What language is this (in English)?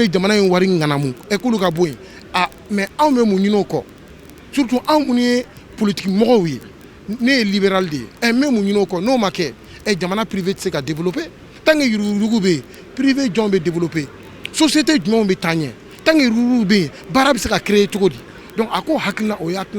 Bambara